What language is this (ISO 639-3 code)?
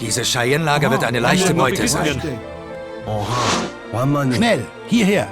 bar